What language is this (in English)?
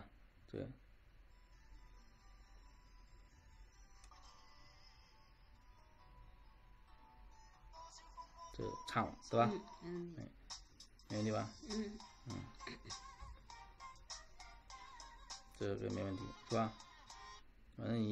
Chinese